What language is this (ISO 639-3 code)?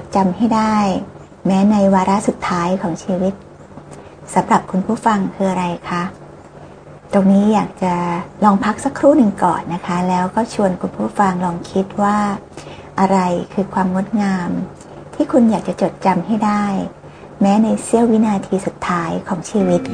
tha